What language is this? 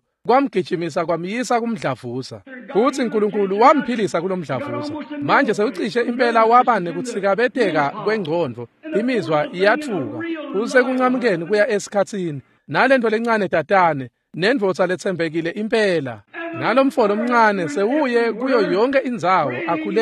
Swati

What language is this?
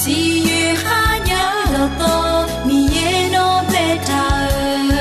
Akha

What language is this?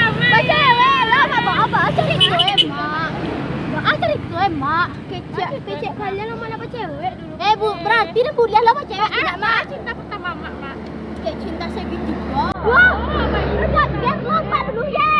Minangkabau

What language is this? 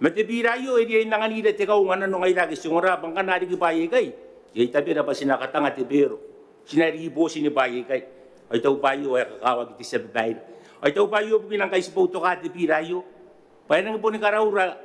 Gilbertese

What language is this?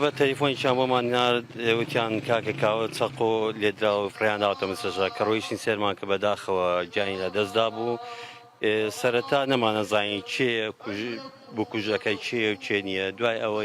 Central Kurdish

